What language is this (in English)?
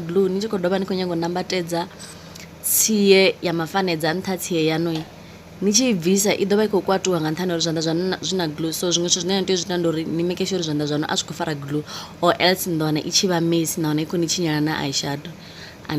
Venda